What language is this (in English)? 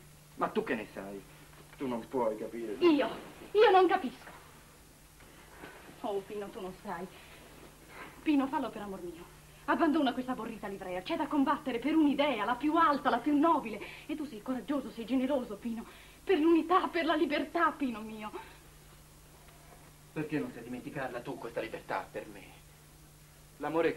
Italian